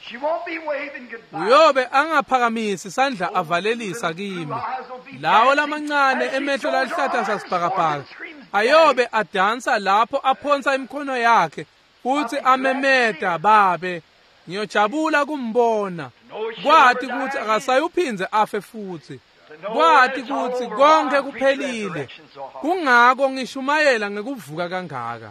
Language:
Swati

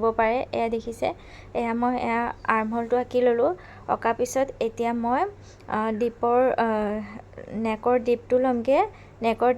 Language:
Assamese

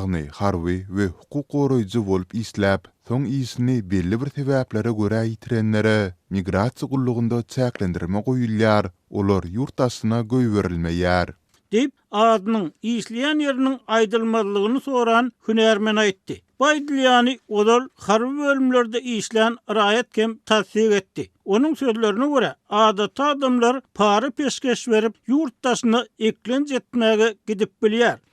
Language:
Turkmen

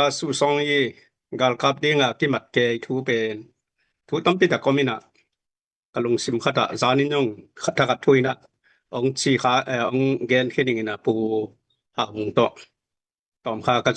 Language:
Tedim Chin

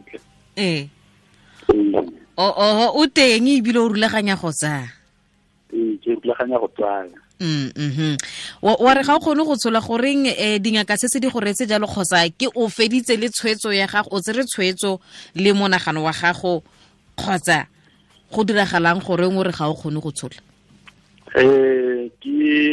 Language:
Tswana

